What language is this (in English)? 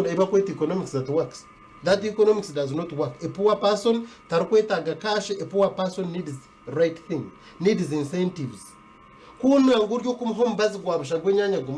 Nyankole